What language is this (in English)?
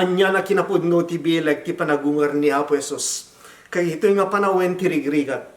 Iloko